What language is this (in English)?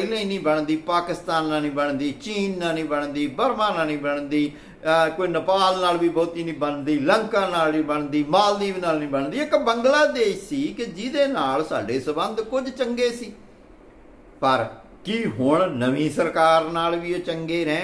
Punjabi